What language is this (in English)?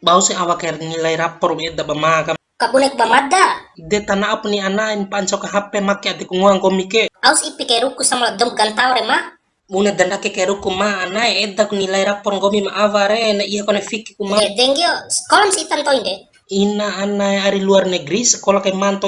Bima